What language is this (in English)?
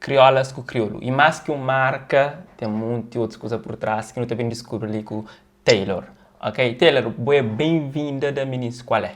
Kabuverdianu